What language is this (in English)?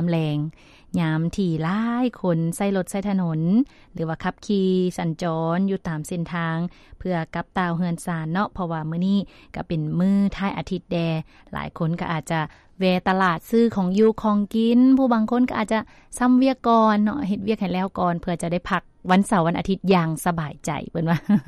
Lao